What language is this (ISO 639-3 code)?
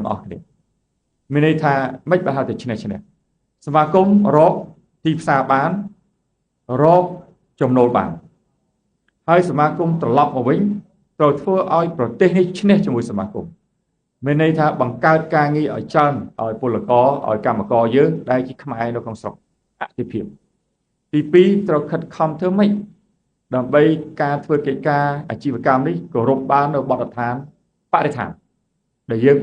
khm